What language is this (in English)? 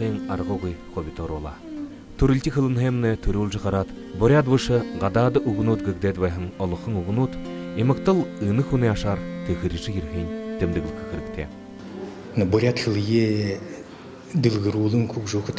Buriat